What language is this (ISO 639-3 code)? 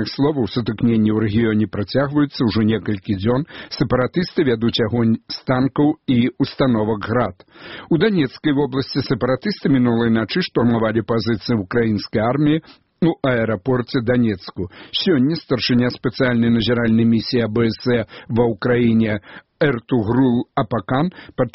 bel